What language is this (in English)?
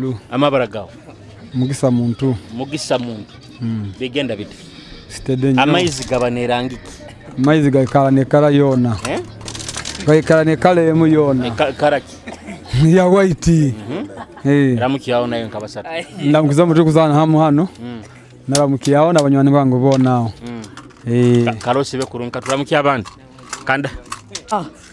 Nyoro